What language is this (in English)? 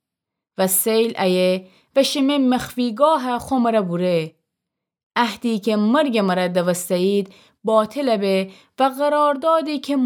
Gilaki